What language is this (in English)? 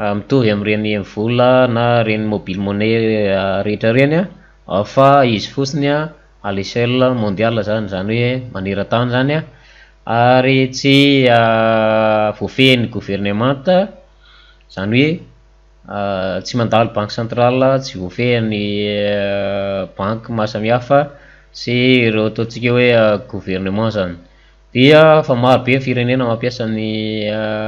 Malagasy